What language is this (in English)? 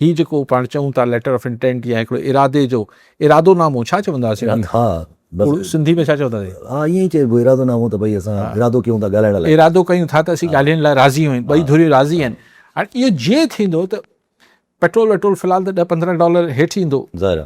Sindhi